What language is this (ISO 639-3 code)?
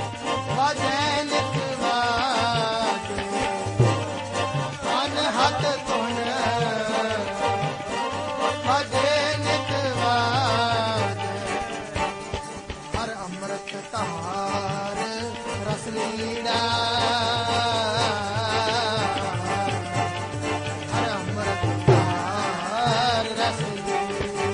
pan